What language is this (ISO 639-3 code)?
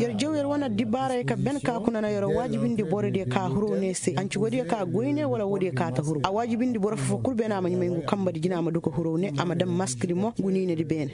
ses